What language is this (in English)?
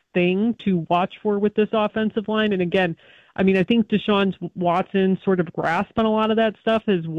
English